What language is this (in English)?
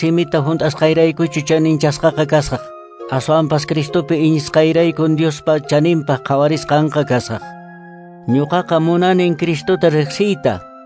Quechua